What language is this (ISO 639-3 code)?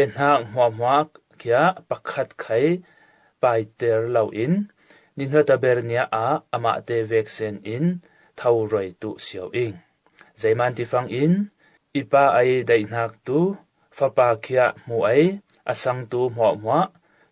cfm